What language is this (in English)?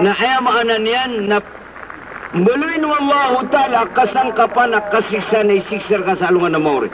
Maranao